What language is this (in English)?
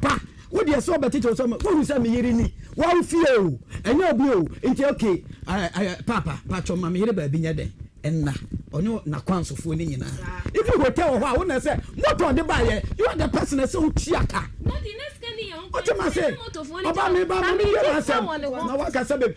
Akan